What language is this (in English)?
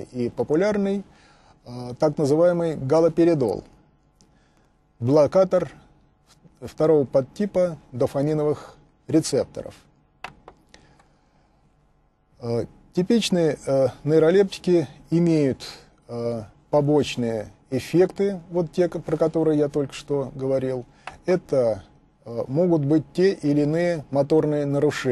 Russian